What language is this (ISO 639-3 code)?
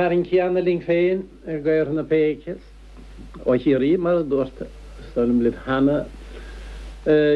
gle